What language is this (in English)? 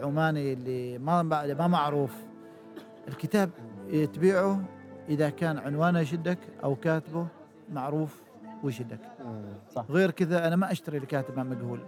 Gulf Arabic